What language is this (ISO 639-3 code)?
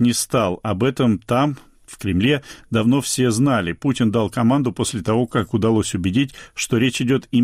rus